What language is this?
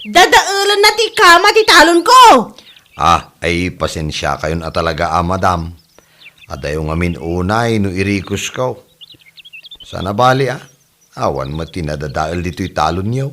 Iloko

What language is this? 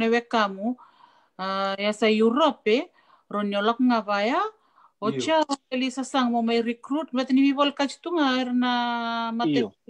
Fijian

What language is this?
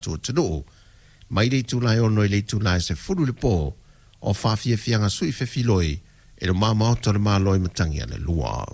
Samoan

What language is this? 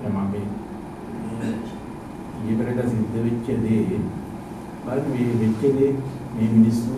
Sinhala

